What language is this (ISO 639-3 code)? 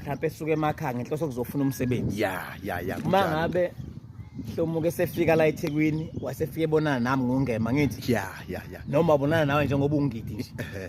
zul